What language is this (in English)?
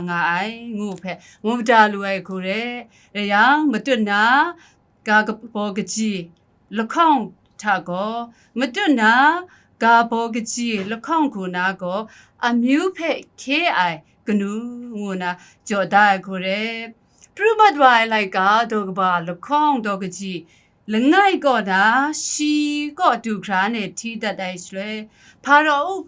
Kachin